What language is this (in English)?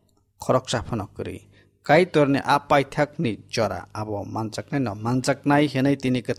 Kok Borok